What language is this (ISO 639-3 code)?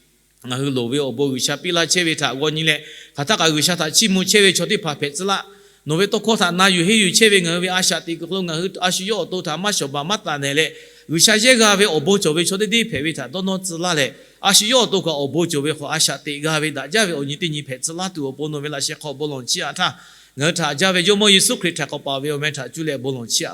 lhu